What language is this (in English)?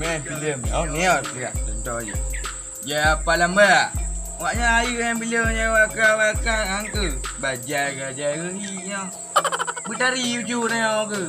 Achinese